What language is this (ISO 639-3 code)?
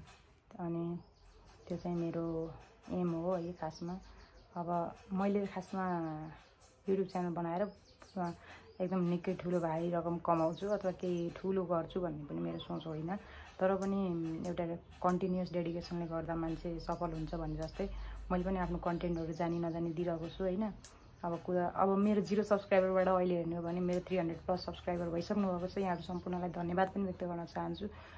nep